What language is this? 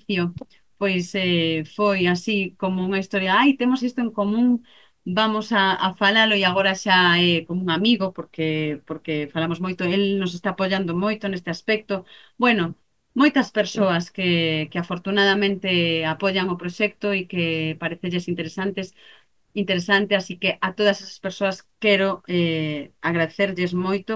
Galician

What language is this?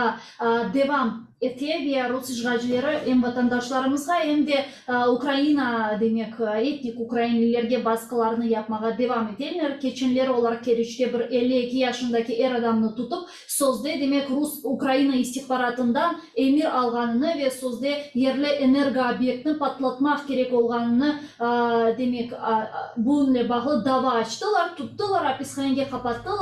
Crimean Tatar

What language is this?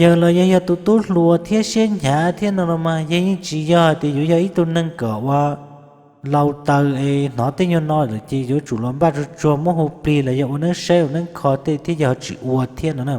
Hmong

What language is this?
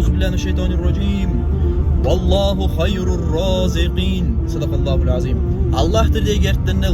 Kumyk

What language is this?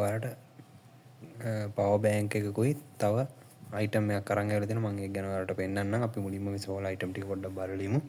Sinhala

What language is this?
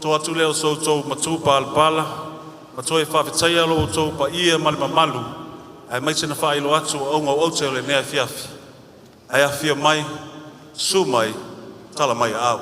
Samoan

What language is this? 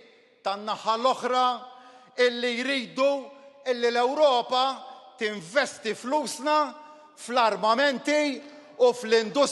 Maltese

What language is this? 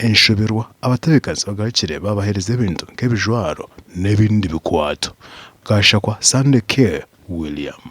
Nyankole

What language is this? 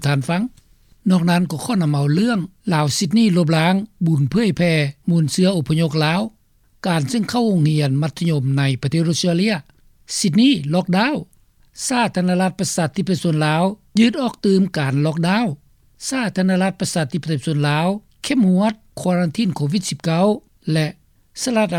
Lao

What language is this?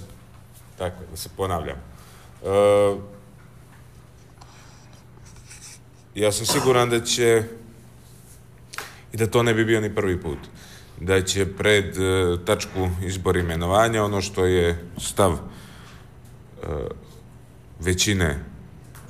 Bosnian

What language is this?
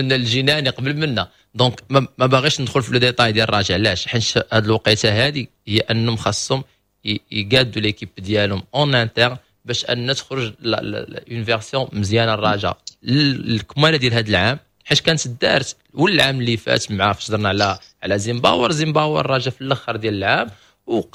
Moroccan Arabic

